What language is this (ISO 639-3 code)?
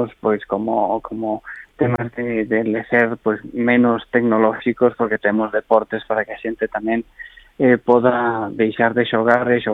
glg